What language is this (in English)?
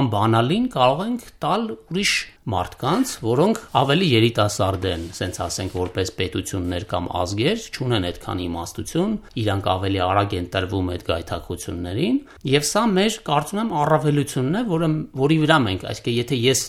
Armenian